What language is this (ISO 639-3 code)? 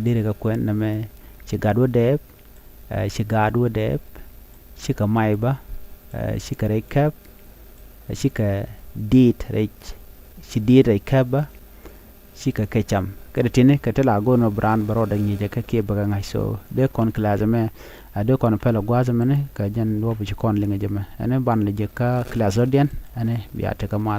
nus